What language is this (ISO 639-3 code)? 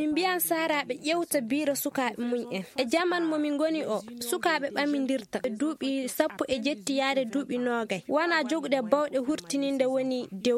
ffm